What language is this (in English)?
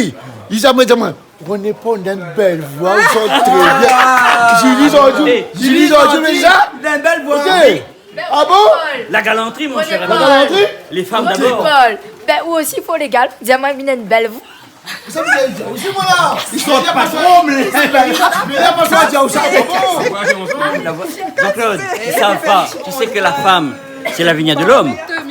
Réunion Creole French